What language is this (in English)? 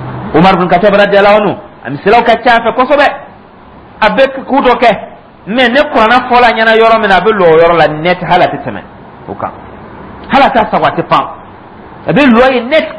Dyula